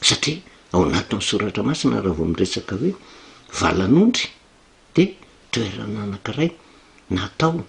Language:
Malagasy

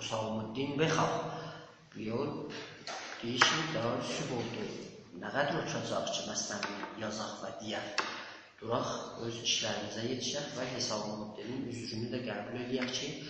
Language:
South Azerbaijani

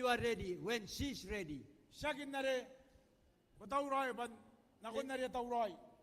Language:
Gilbertese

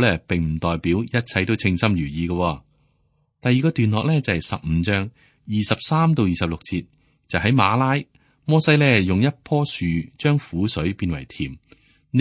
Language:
Cantonese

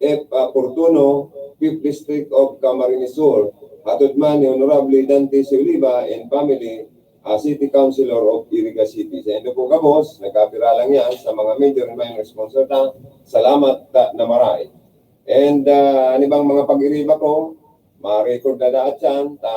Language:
Bikol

